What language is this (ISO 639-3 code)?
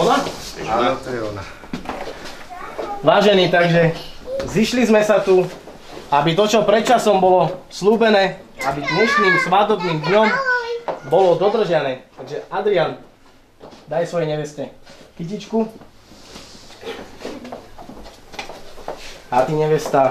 slk